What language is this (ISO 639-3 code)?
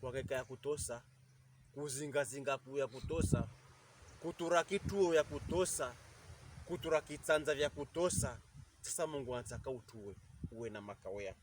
pkb